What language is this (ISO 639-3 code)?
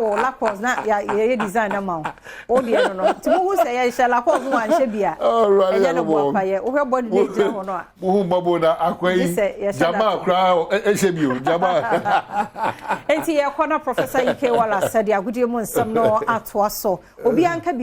aka